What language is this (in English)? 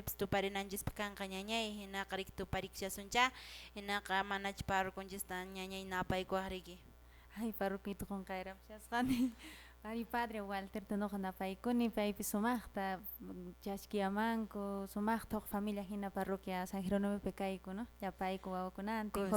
Quechua